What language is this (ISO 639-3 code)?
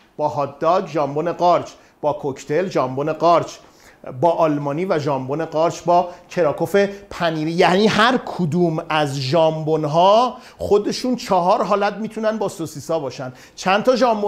fas